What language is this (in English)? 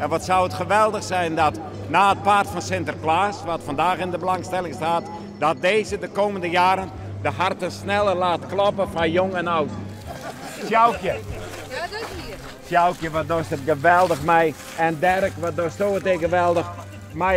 Western Frisian